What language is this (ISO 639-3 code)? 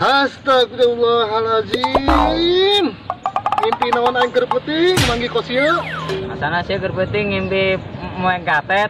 sun